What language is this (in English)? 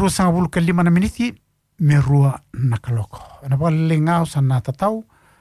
Fijian